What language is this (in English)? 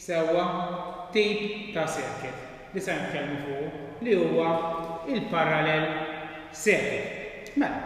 Maltese